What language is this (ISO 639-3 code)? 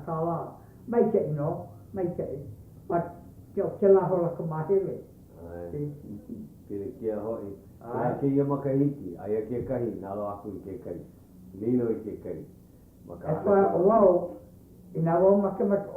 haw